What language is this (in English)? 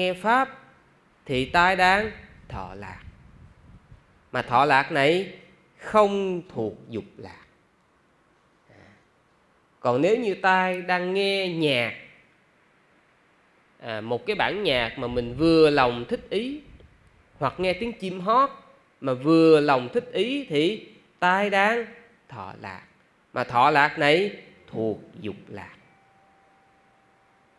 Vietnamese